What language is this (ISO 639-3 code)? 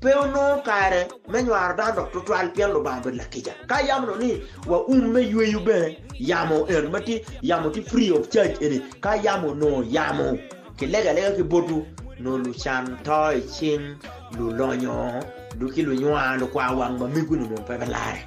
ach